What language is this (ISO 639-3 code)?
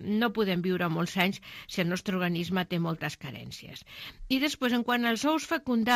cat